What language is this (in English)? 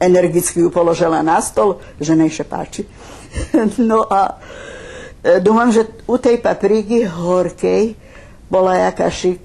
Rusyn